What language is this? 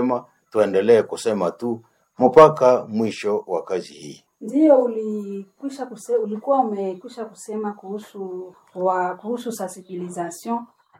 Swahili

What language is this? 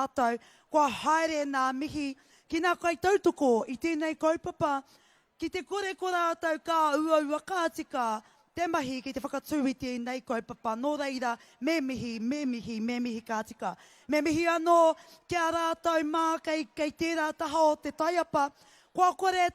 Māori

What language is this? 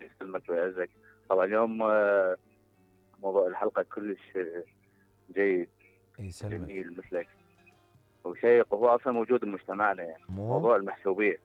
Mesopotamian Arabic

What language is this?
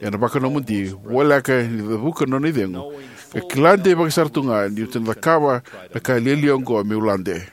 Fijian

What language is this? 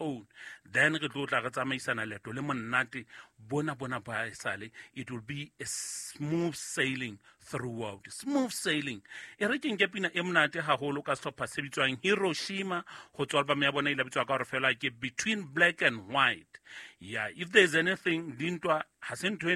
Southern Sotho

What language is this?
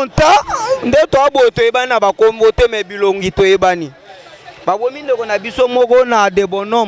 Lingala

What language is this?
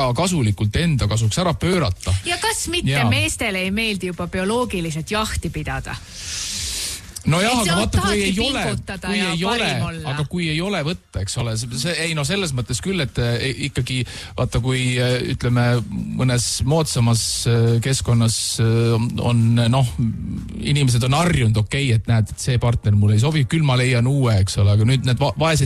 Estonian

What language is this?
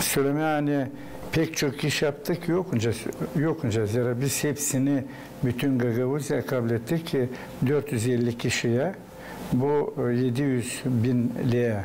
Gagauz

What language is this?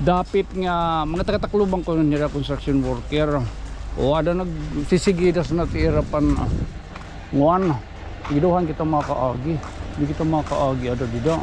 Waray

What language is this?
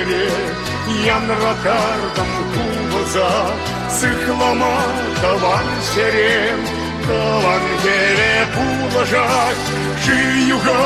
Chuvash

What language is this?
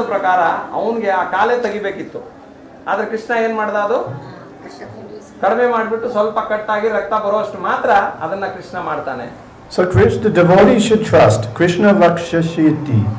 Kannada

